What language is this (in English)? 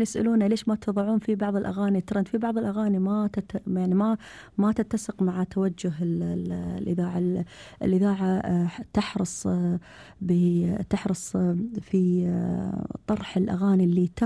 Gulf Arabic